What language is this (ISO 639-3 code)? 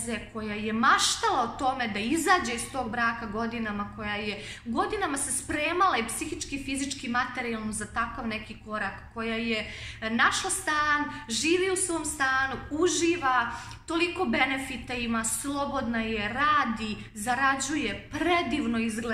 srp